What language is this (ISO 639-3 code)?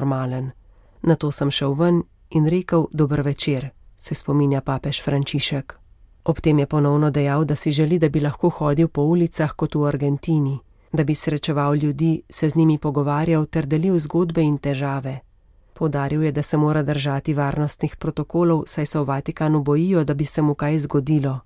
slv